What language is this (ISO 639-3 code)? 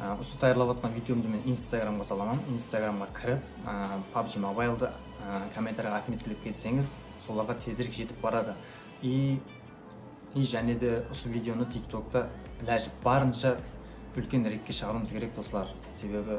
kaa